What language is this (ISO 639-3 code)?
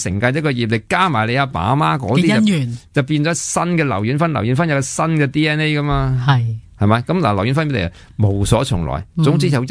yue